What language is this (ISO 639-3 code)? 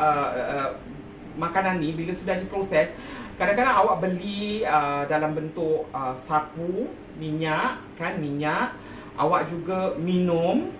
msa